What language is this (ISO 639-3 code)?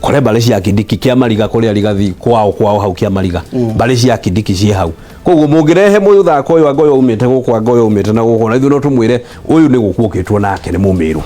kik